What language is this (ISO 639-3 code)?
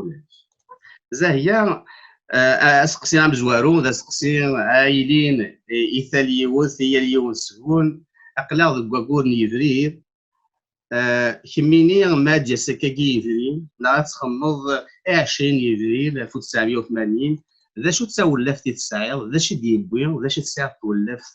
kab